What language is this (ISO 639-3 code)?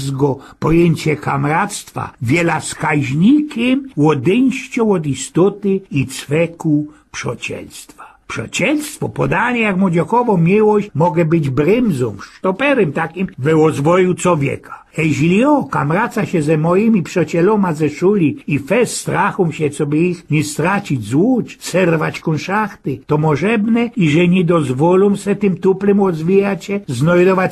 szl